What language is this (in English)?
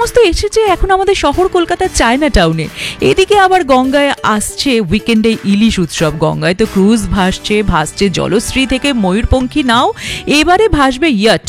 Bangla